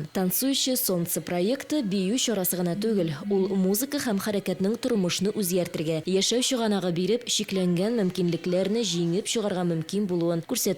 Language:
Tatar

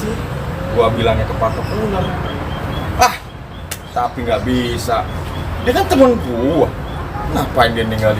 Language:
Betawi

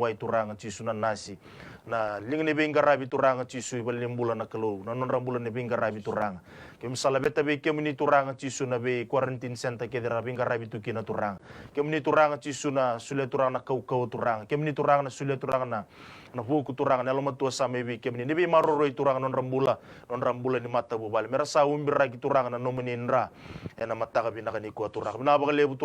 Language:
Fijian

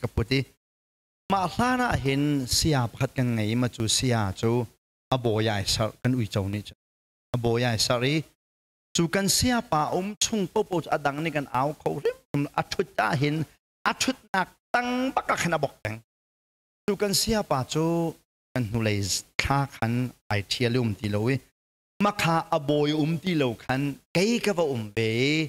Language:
Hakha Chin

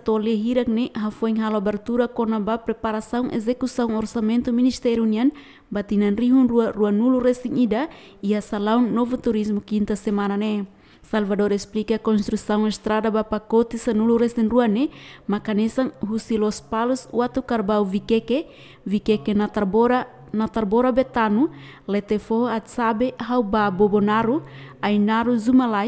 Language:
Tetum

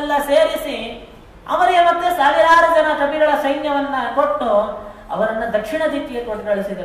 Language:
Kannada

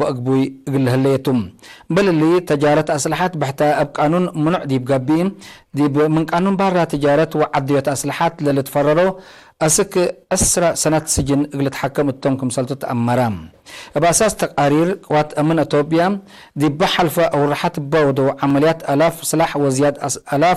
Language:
Tigre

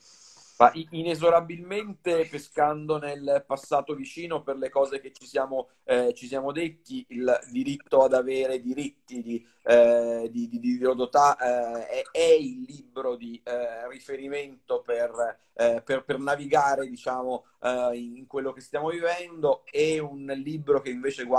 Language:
Italian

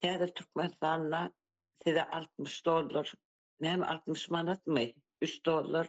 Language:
Turkmen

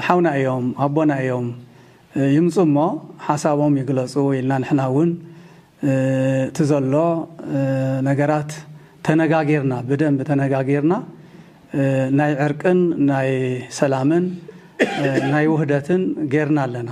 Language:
Tigrinya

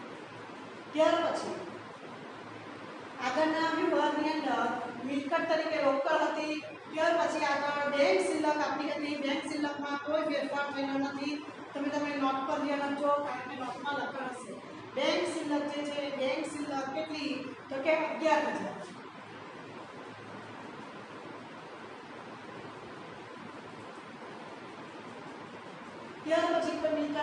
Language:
Gujarati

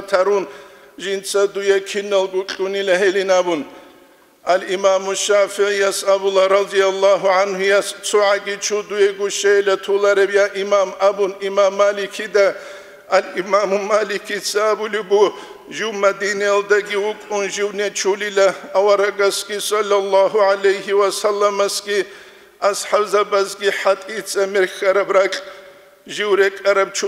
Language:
Avaric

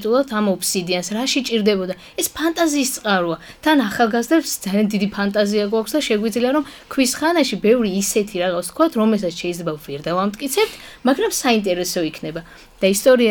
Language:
Georgian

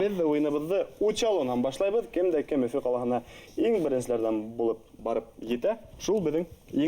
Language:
Bashkir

